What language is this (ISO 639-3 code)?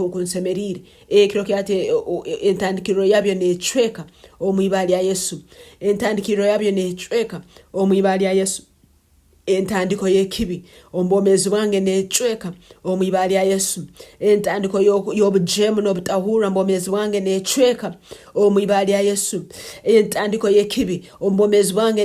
nyn